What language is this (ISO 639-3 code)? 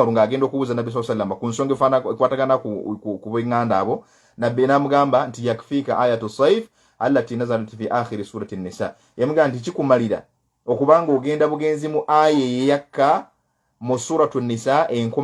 lug